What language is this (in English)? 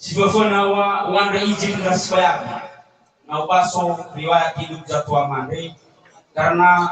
Nias